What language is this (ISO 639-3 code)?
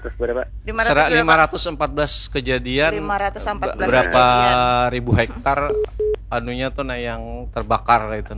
bjn